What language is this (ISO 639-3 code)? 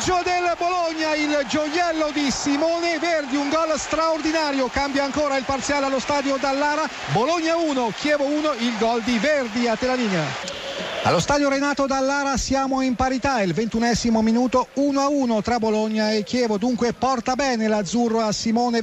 ita